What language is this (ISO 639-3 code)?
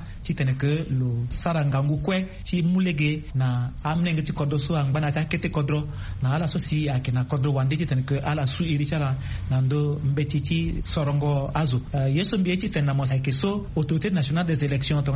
sag